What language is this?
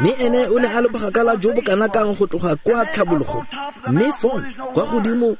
Tswana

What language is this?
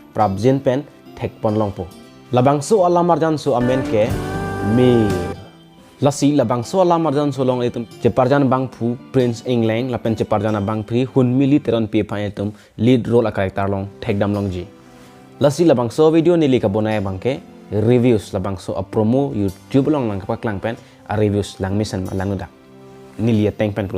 Karbi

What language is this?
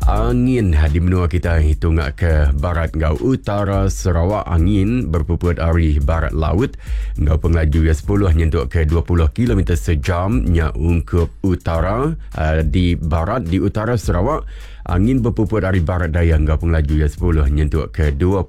Iban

